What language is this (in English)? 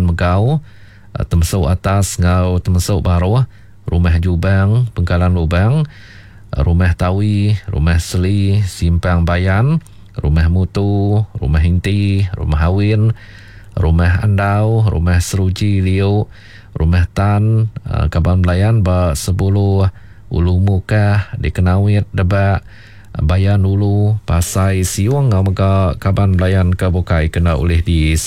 Iban